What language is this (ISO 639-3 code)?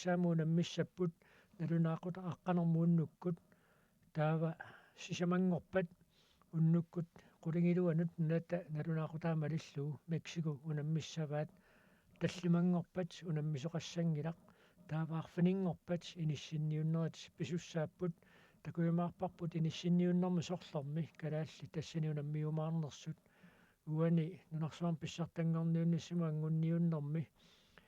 kal